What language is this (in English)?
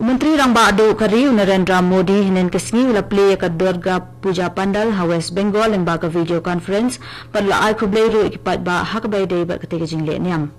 Khasi